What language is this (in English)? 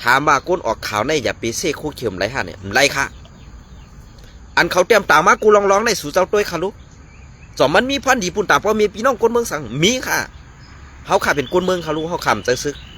Shan